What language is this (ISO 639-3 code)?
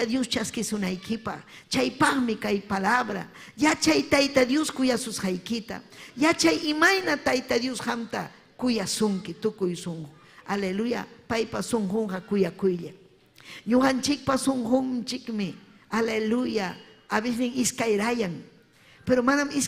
quy